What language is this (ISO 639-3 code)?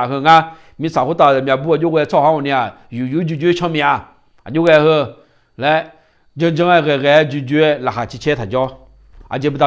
ahk